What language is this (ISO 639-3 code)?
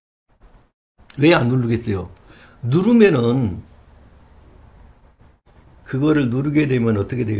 kor